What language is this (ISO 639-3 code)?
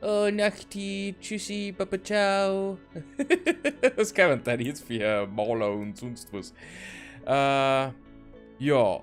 bar